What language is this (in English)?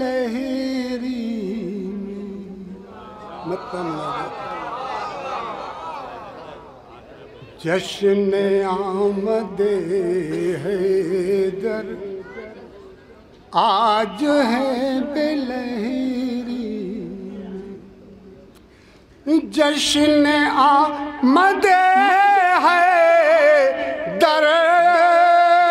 Urdu